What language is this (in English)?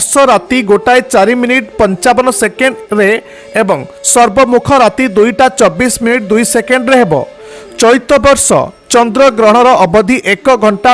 Odia